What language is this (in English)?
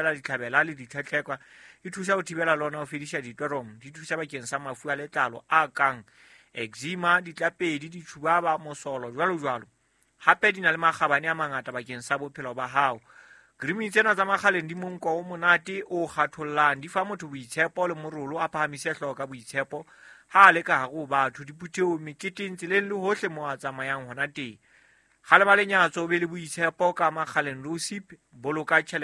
Southern Sotho